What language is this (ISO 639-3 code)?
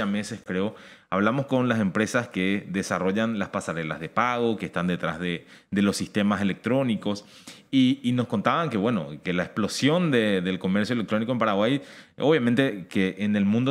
spa